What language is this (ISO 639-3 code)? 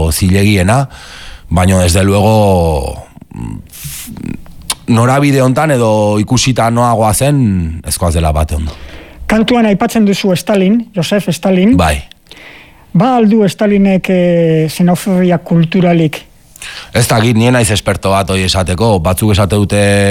eus